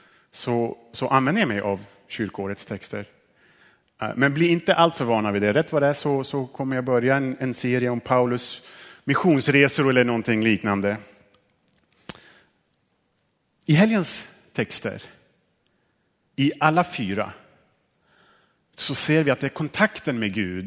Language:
Swedish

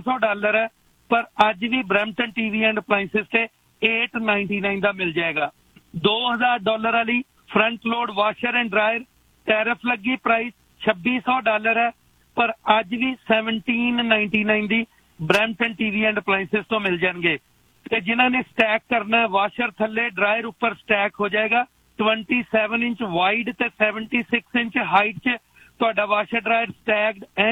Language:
Punjabi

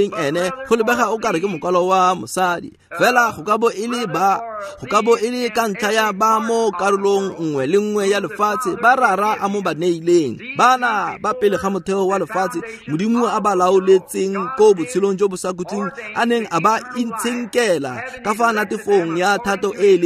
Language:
Tswana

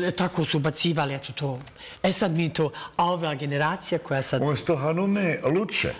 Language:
Bosnian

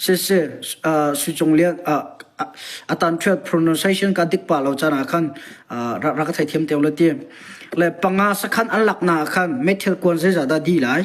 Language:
Hakha Chin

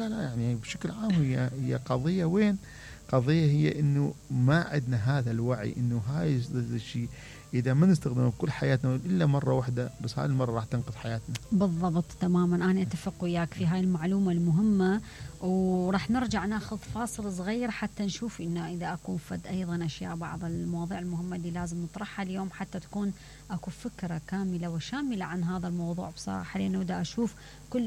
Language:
Mesopotamian Arabic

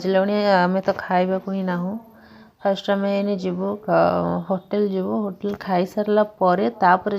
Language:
Odia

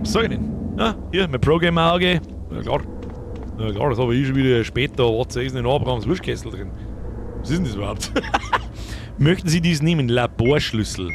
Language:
Bavarian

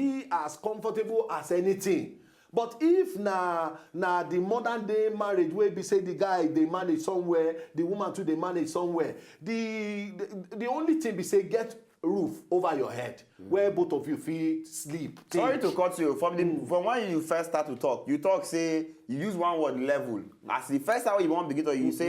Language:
Nigerian Pidgin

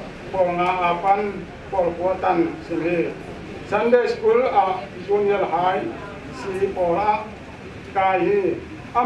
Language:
Paite Chin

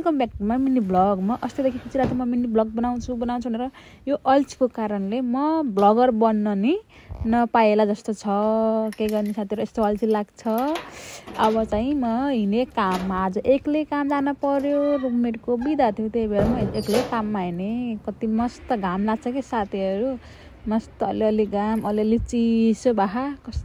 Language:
Nepali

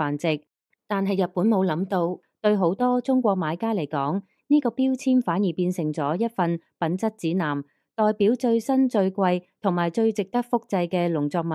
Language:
Cantonese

